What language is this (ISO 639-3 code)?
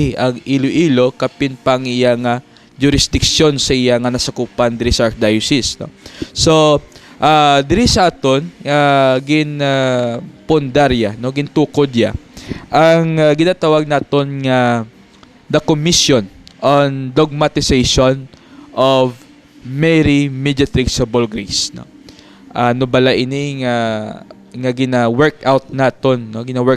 hil